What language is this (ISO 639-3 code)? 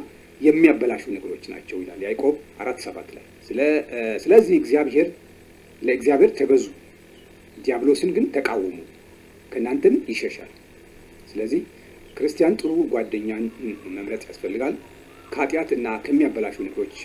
amh